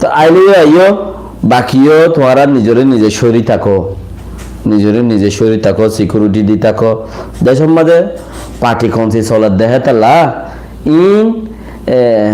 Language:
Rohingya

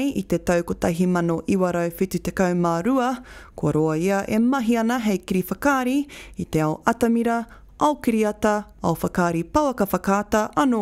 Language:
Māori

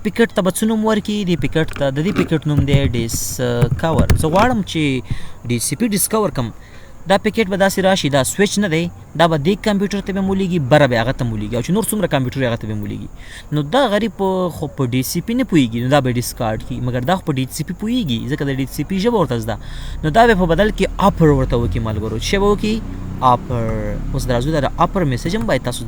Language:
Pashto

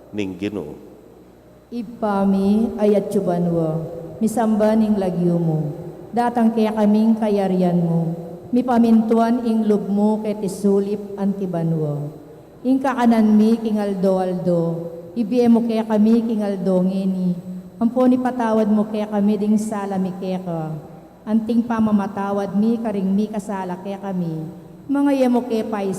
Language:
Pampanga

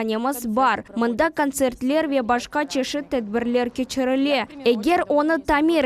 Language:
Crimean Tatar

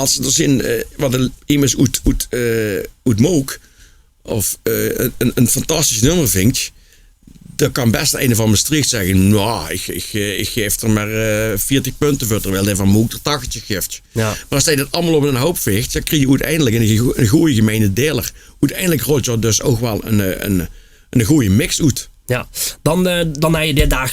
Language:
Limburgish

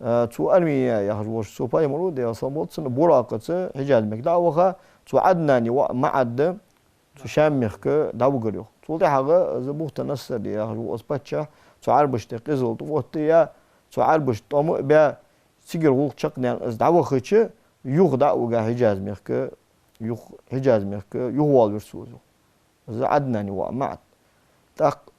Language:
Ingush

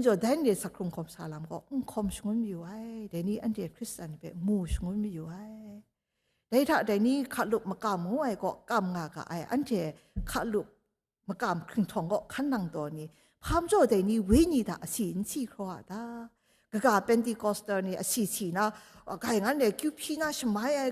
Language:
Kachin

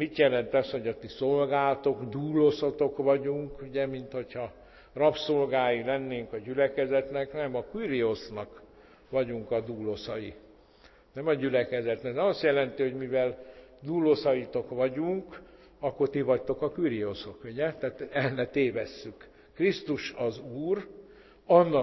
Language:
Hungarian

